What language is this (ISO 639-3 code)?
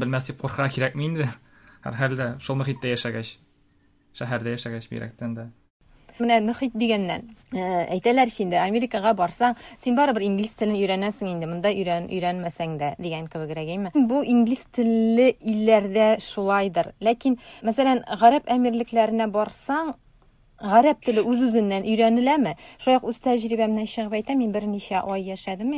tat